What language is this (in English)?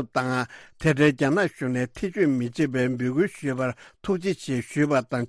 Tibetan